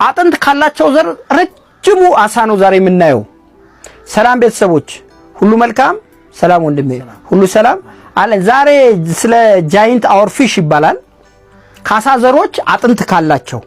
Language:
Amharic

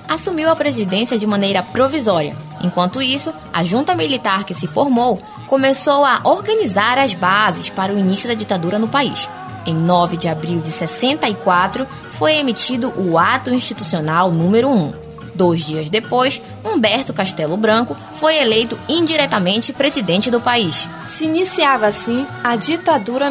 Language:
Portuguese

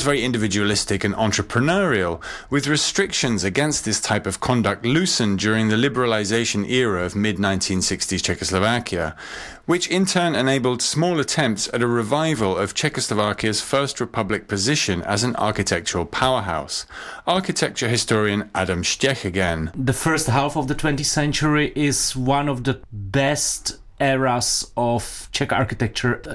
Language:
English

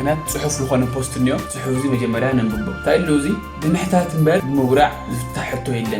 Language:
Tigrinya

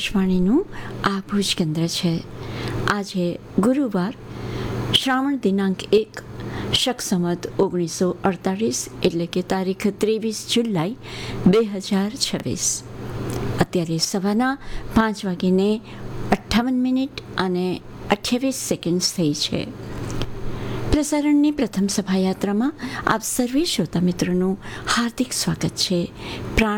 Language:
Gujarati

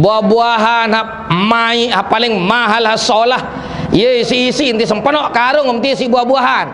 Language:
Sasak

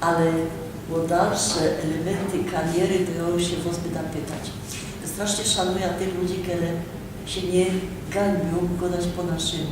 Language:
Silesian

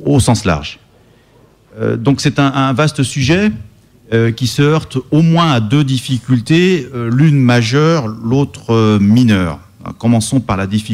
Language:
French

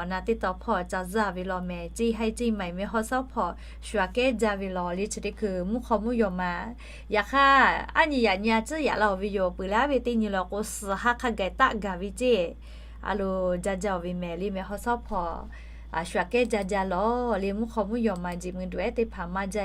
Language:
Lahu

